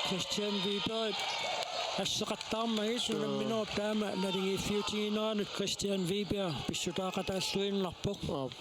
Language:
Kalaallisut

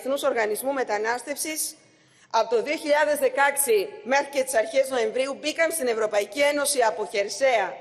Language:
Greek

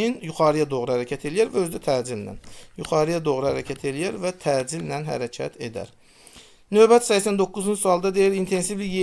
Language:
Azerbaijani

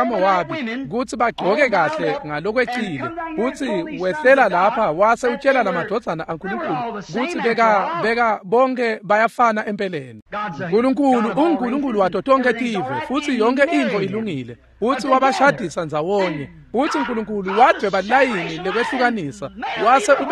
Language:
Swati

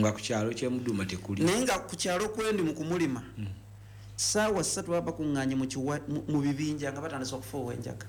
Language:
Ganda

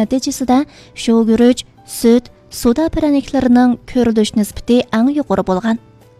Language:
Uyghur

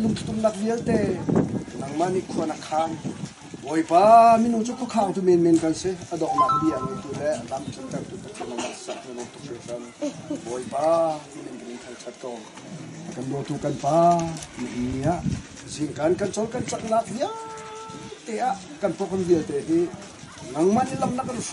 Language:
Hakha Chin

